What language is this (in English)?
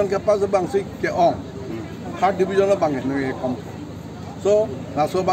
Karbi